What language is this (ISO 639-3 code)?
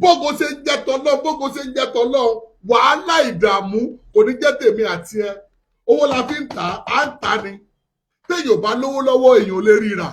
yor